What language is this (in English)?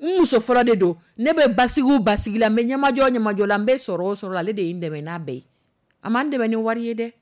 Dyula